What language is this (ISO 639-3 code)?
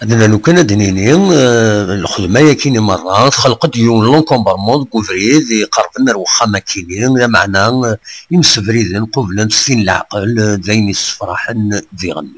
kab